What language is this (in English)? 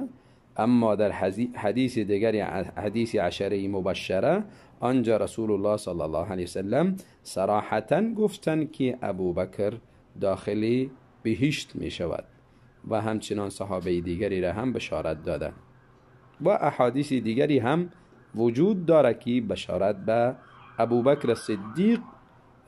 Tajik